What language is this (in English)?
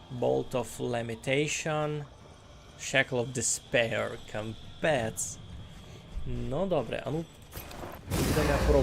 Rusyn